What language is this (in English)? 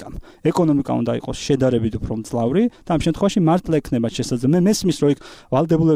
Georgian